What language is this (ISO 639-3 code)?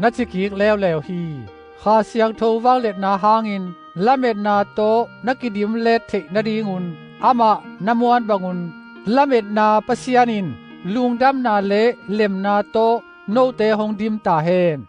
ctd